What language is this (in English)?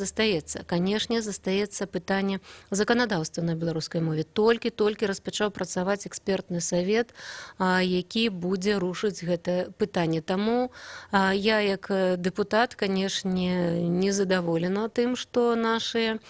Belarusian